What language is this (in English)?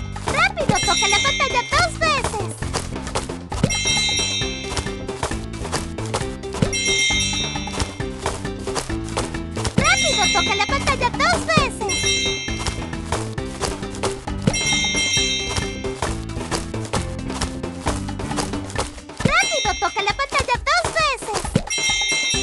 Spanish